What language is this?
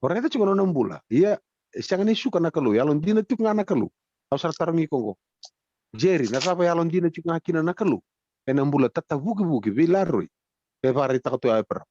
Fijian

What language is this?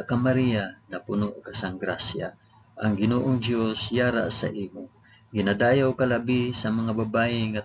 Hiligaynon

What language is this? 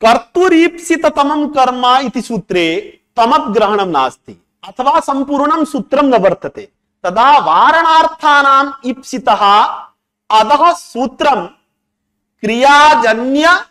Sanskrit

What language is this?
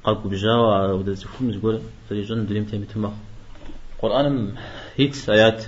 Kabardian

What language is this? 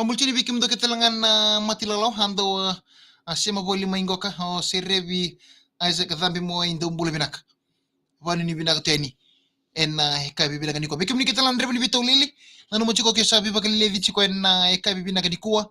Fijian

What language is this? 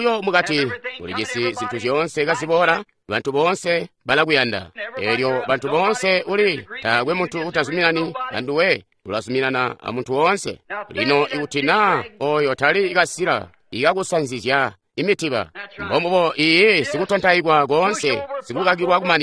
Tonga (Zambia)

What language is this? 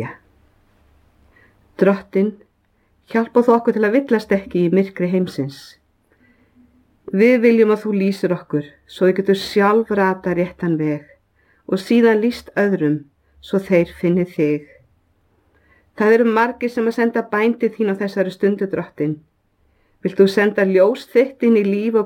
Icelandic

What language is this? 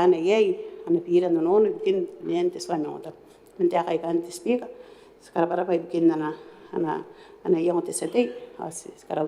Gilbertese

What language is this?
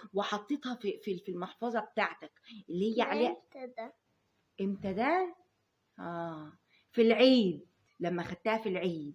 Egyptian Arabic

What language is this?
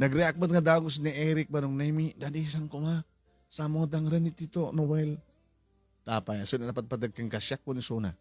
Iloko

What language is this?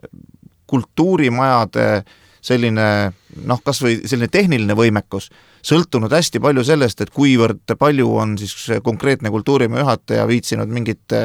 Estonian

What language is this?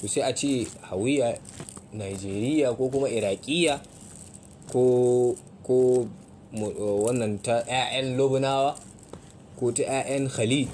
Hausa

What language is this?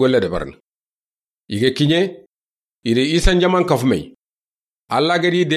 Soninke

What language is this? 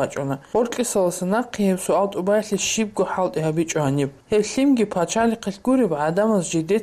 Avaric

